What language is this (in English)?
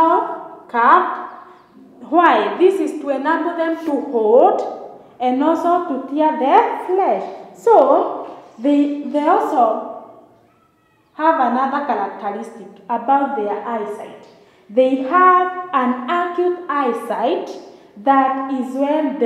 English